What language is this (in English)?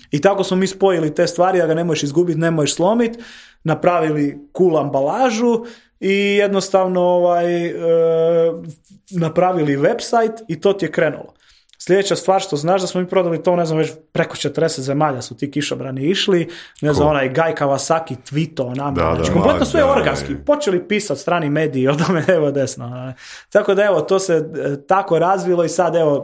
Croatian